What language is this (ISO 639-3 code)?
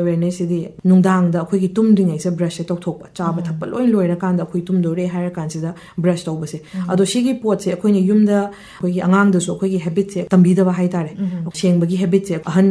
mni